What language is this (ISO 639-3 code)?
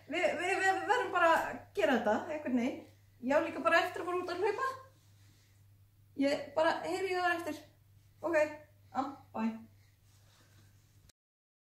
isl